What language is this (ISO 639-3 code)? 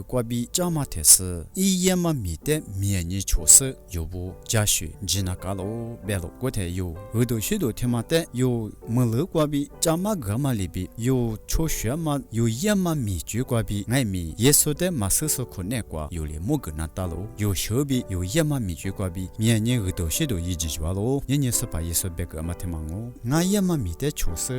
lis